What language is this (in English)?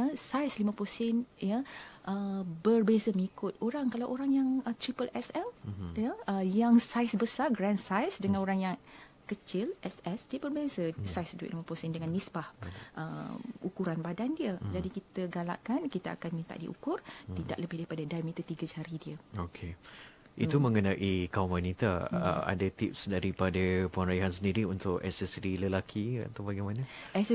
Malay